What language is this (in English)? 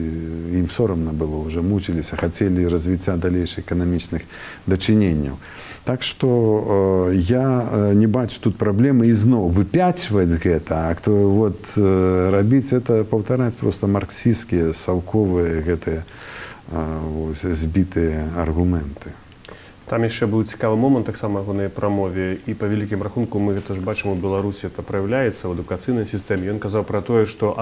Belarusian